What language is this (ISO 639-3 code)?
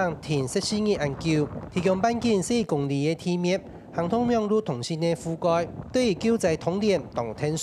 hak